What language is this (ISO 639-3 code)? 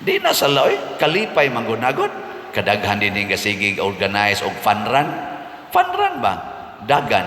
ceb